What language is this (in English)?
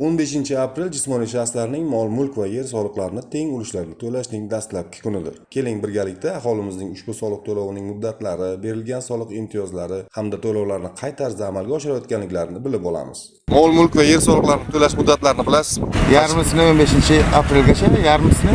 Uzbek